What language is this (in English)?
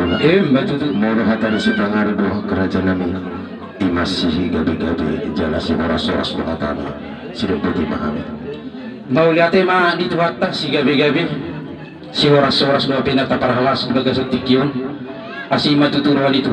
Batak Toba